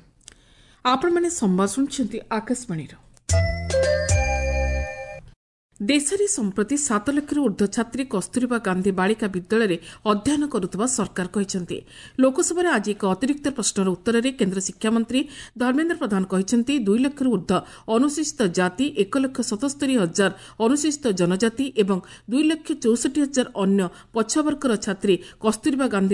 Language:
Odia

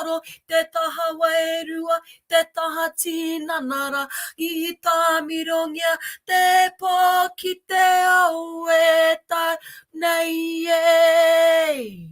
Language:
Māori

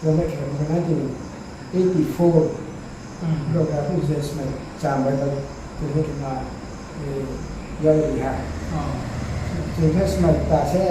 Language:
Riang (India)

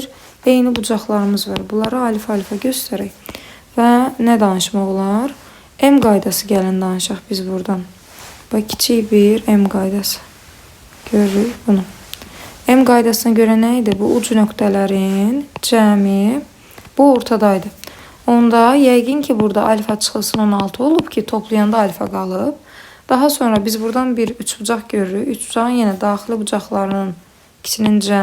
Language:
Azerbaijani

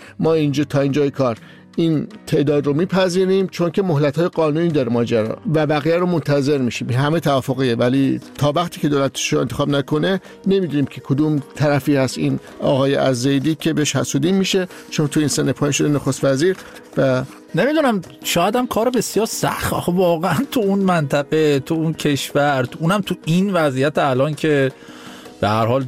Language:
Persian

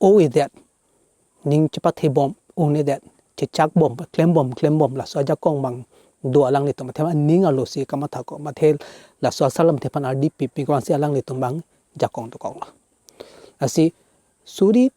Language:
Karbi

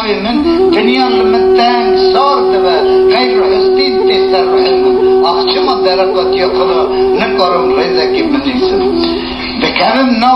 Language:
Kurdish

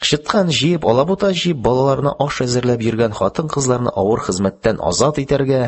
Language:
Tatar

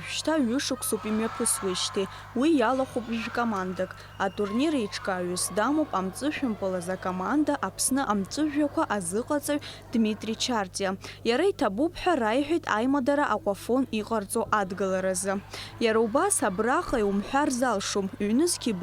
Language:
Abkhazian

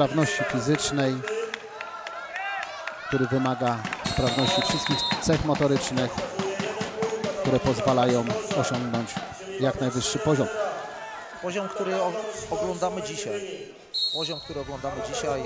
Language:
Polish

